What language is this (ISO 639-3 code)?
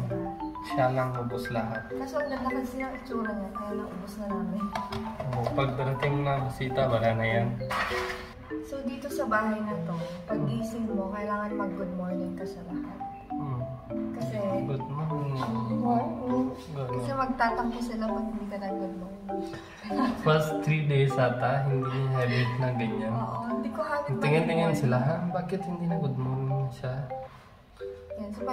fil